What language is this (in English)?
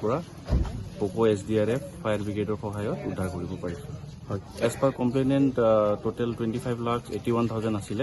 Assamese